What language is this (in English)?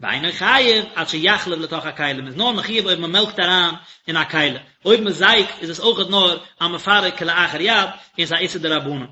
Yiddish